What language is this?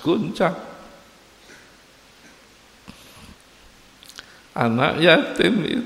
Indonesian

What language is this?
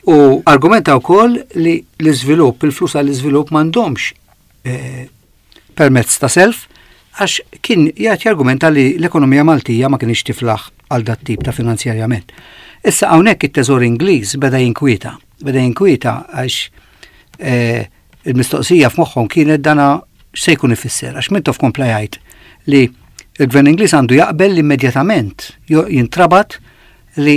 Maltese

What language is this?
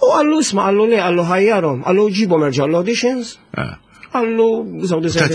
Maltese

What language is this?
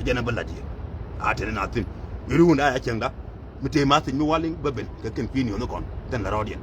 Nuer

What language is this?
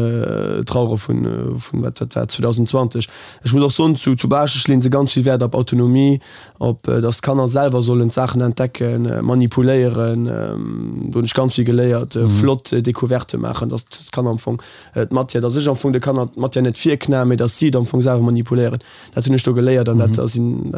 Luxembourgish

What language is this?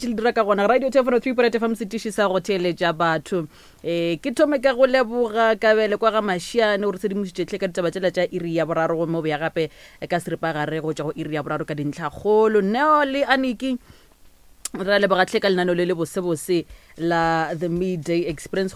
Northern Sotho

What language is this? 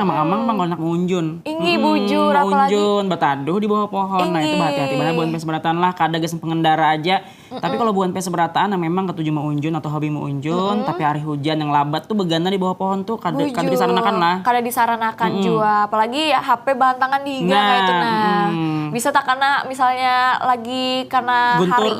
Banjar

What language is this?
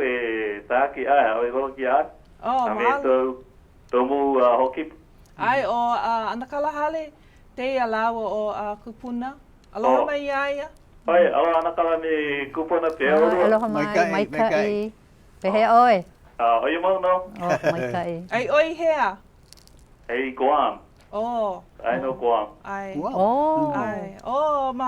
Hawaiian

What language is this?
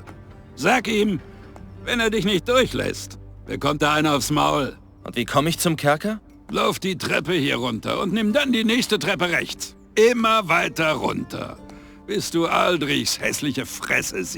Bavarian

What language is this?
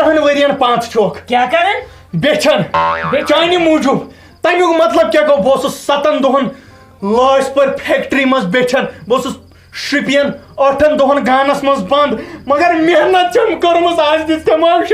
Kashmiri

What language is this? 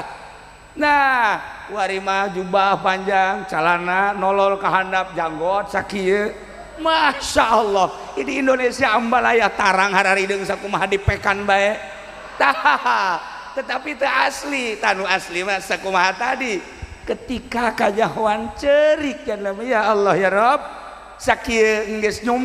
Sundanese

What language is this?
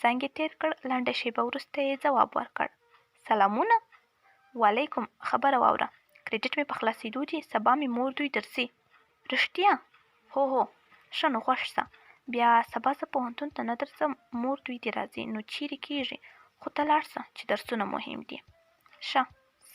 Pashto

